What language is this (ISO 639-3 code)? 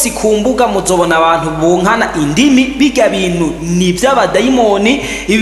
run